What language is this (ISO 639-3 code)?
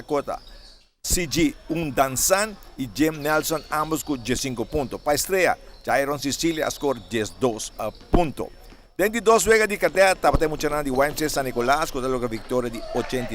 pap